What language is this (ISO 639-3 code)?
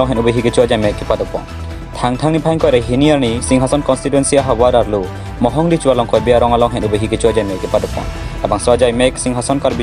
mjw